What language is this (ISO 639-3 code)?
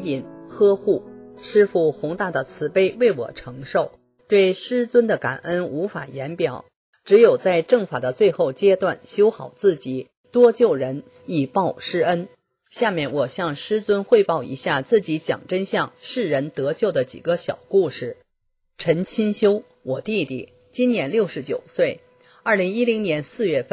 zho